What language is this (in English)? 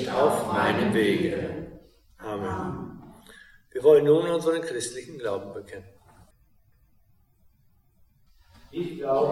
German